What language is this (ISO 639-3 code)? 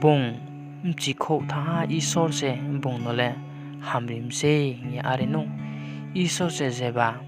ria